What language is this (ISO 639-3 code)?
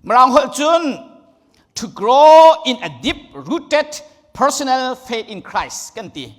cnh